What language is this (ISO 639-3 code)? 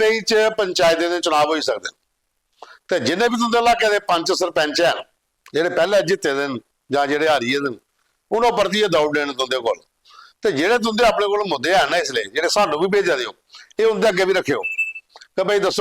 doi